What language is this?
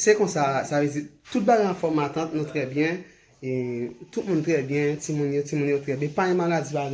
Haitian Creole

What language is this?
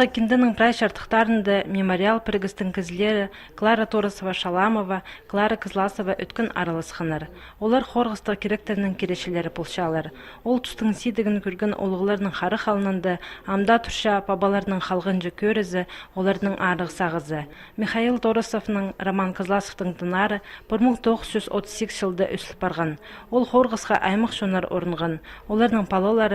Khakas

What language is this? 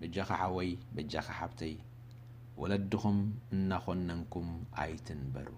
Tigrinya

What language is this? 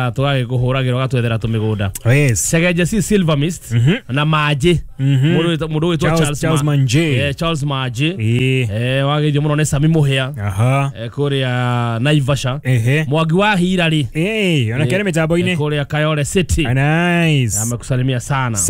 Kikuyu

